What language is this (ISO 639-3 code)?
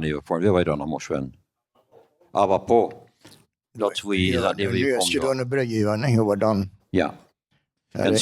pdt